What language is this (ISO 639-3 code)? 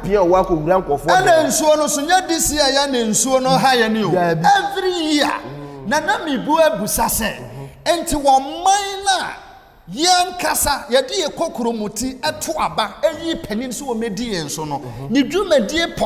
aka